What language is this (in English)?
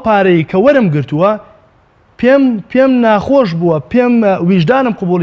Central Kurdish